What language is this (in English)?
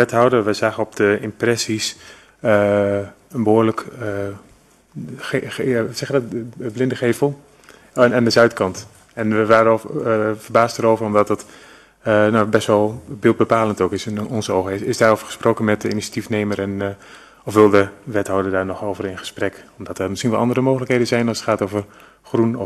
Dutch